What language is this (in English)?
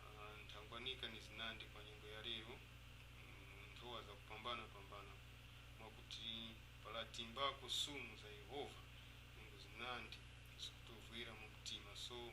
Tumbuka